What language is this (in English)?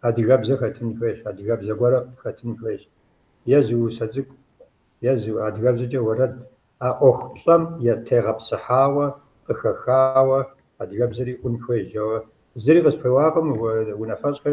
Kabardian